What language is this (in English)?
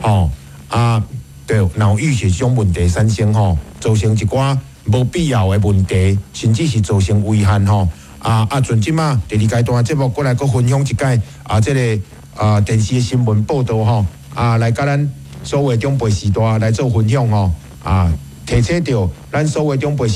Min Nan Chinese